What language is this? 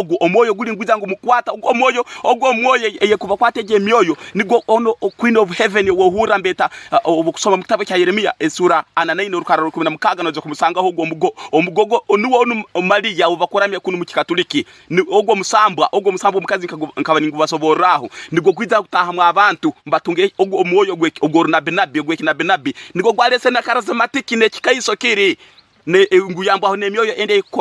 Tooro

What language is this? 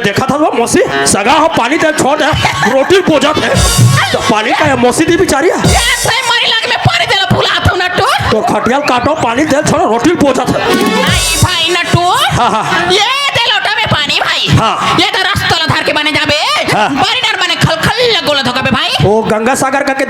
Chhattisgarhi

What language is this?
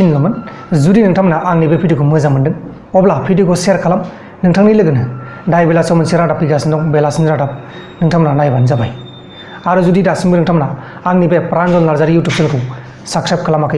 Bodo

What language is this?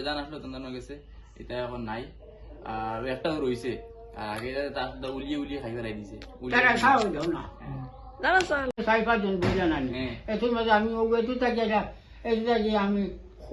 Sylheti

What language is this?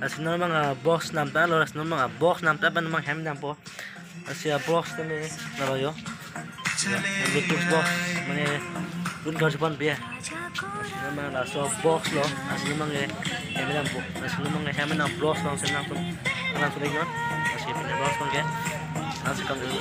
Karbi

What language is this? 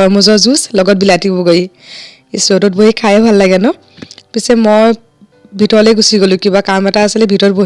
Assamese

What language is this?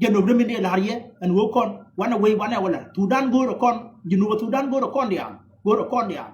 Nuer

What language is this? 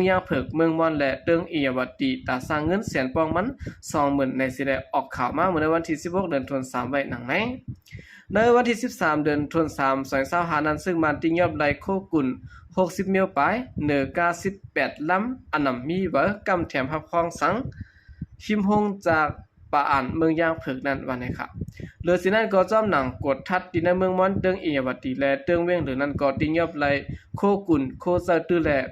Shan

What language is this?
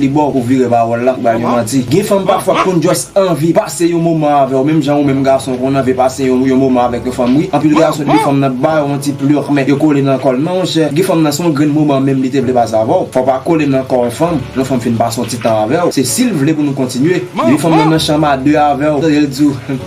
Haitian Creole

